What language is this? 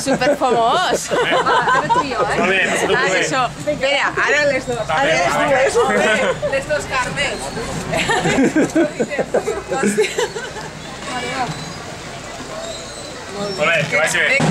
Catalan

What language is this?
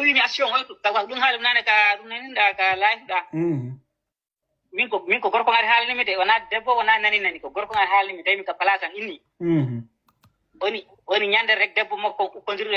Fula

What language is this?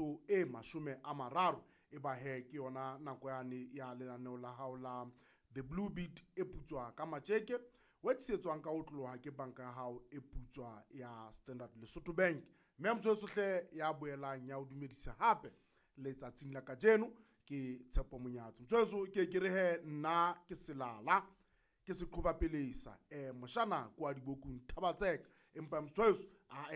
Southern Sotho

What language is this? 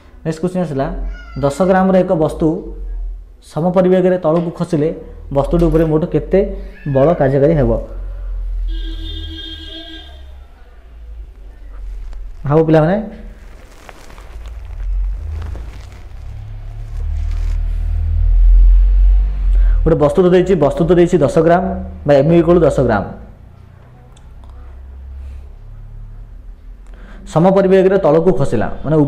Odia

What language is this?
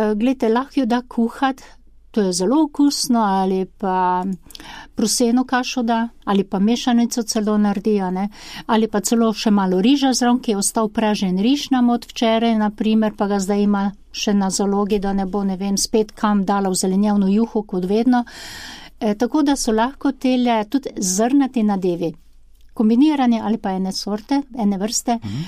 Slovenian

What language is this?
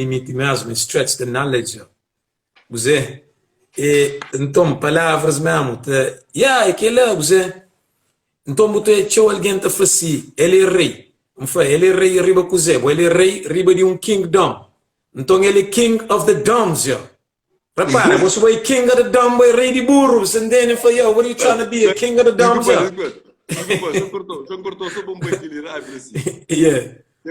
Kabuverdianu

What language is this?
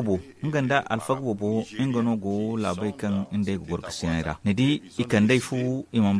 Zarma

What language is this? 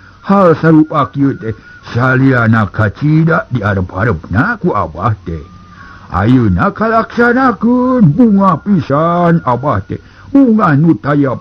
Sundanese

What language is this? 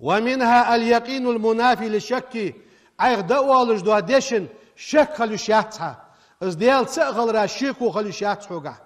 Ingush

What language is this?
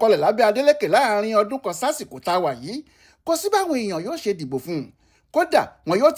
Yoruba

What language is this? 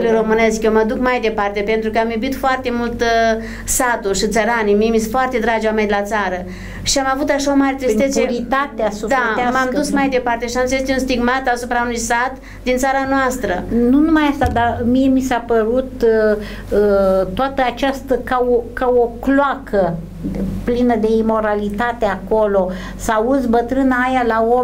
Romanian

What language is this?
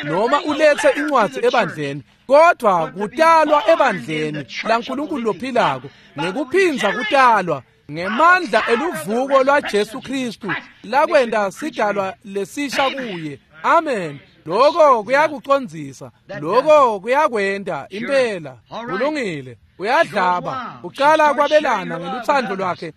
Swati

